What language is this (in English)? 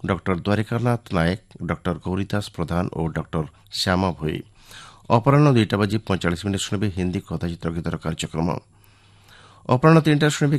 Odia